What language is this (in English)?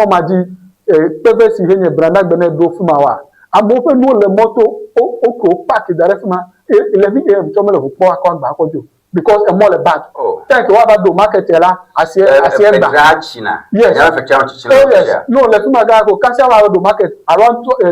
Ewe